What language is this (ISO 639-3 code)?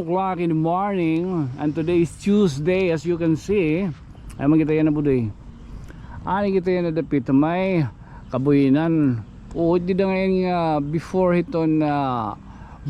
war